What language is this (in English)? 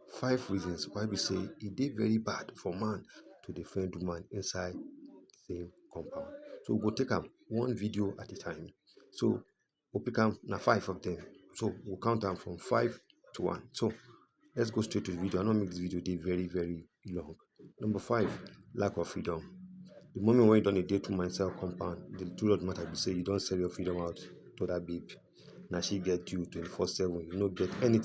Nigerian Pidgin